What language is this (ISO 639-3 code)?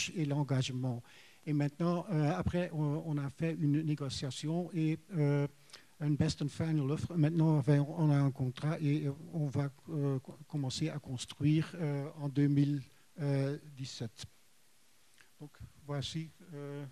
fra